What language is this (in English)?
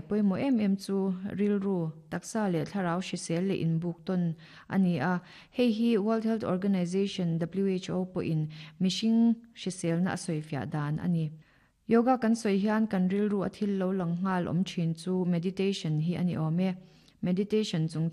Mizo